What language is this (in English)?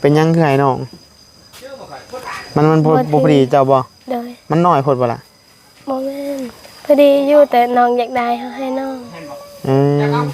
Northeastern Thai